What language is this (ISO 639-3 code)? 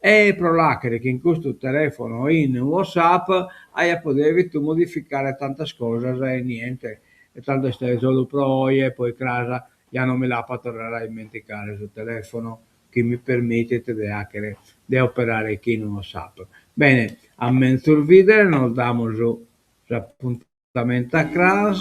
srd